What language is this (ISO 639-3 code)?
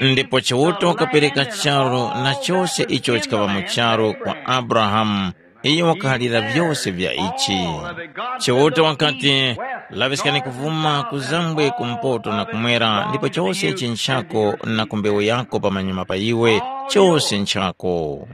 tum